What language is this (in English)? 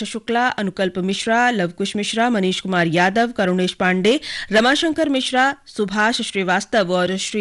Hindi